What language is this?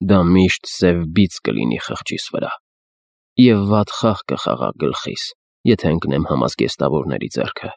Armenian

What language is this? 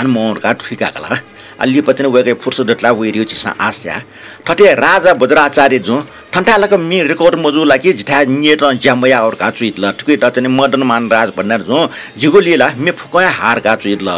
Newari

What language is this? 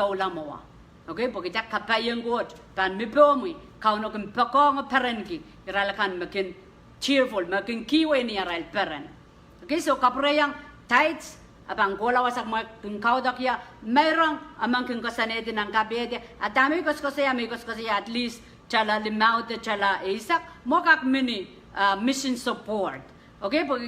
Pohnpeian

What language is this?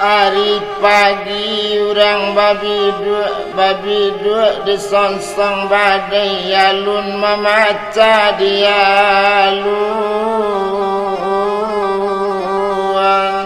Minangkabau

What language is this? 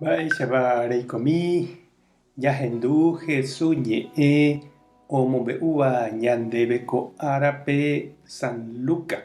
Guarani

